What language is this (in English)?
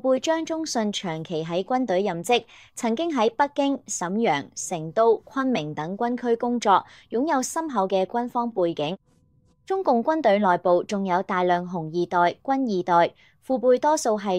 Cantonese